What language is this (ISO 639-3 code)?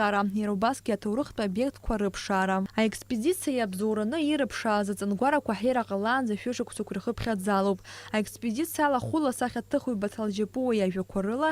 abk